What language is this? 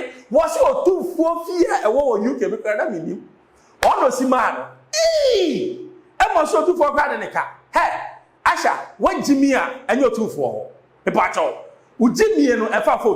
Akan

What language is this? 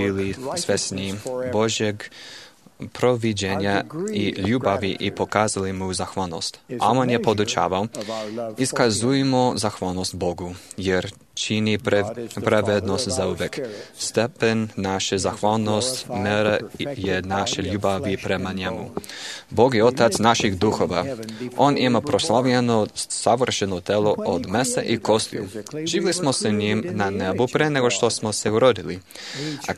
Serbian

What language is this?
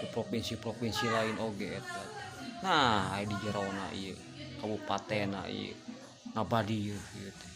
Sundanese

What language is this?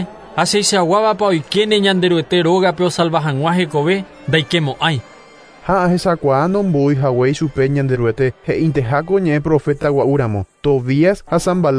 Guarani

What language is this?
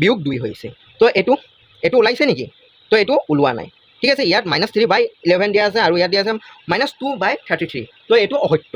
Assamese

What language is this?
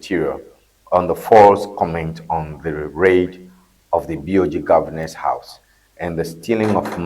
Ewe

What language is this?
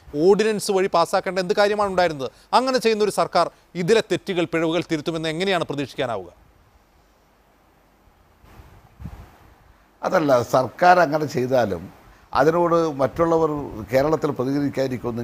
Malayalam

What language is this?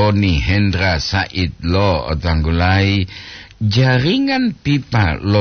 Gorontalo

